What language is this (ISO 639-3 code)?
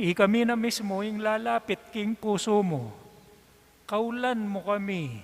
pam